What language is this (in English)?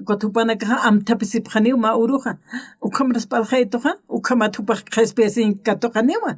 Aymara